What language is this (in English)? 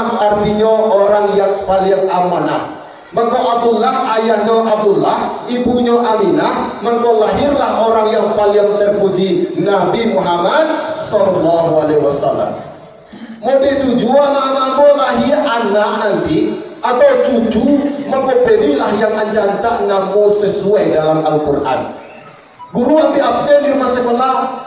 Minangkabau